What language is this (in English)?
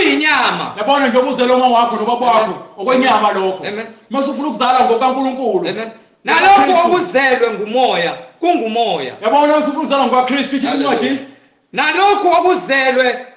Zulu